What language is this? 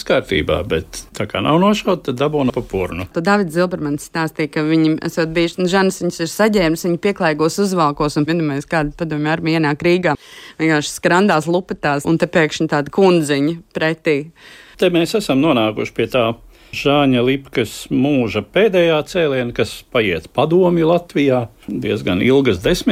Latvian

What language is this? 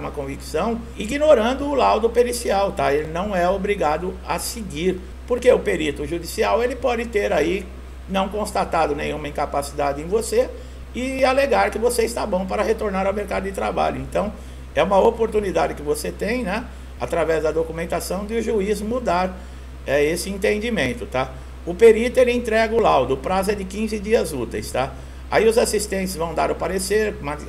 Portuguese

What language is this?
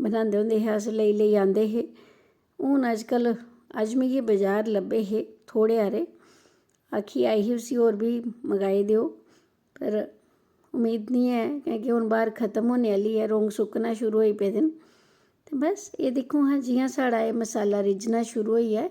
Dogri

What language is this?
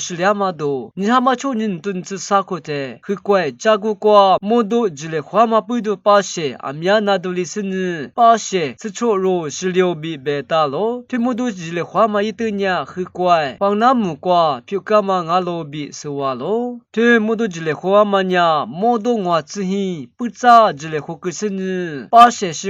Lisu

